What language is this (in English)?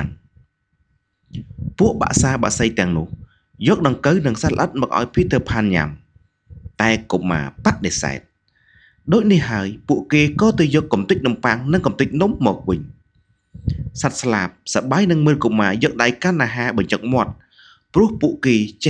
Khmer